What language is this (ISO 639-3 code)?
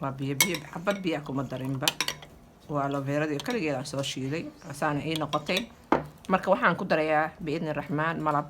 som